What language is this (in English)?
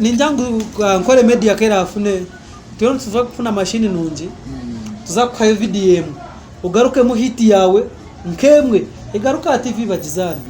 Nyankole